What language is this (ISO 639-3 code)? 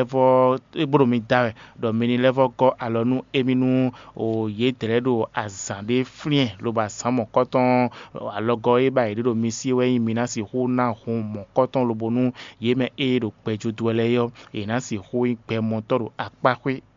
fon